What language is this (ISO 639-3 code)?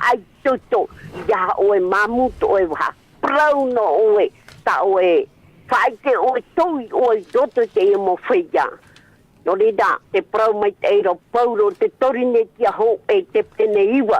tah